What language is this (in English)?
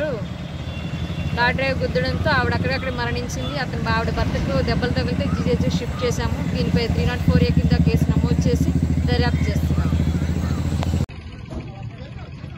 Telugu